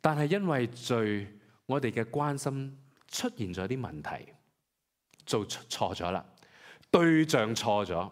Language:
Cantonese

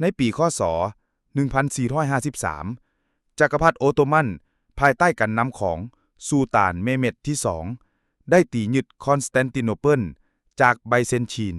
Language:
Lao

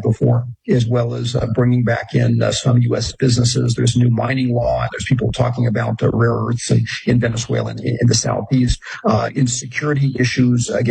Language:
English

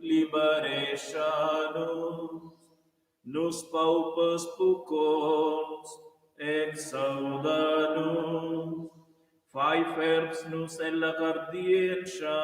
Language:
Romansh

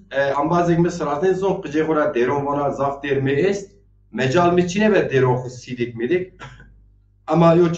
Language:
Zaza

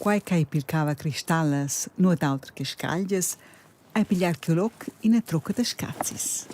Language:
Romansh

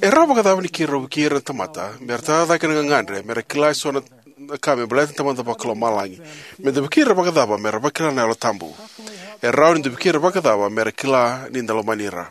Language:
Fijian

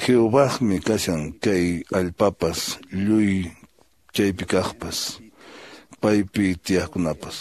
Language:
Quechua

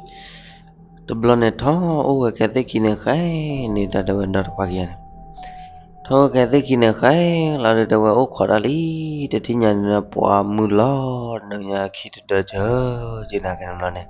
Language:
S'gaw Karen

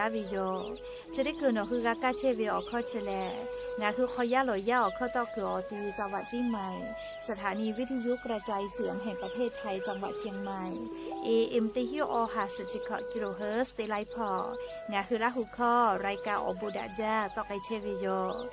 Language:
Lahu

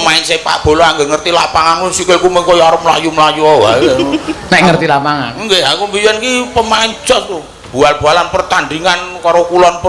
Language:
Javanese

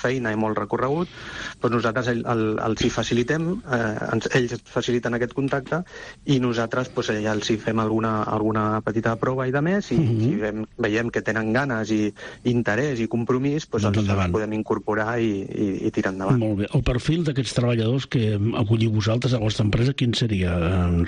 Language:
Catalan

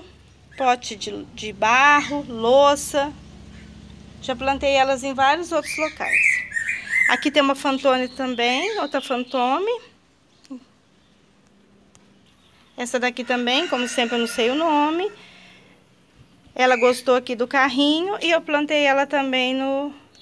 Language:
Portuguese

